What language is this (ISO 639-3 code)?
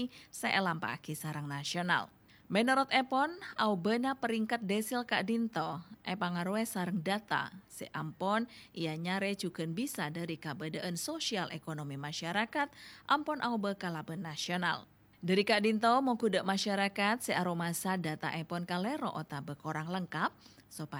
mad